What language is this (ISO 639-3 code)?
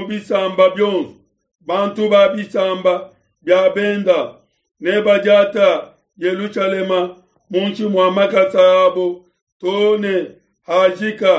lua